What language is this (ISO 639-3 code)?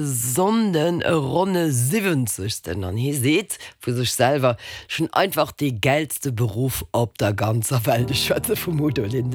ltz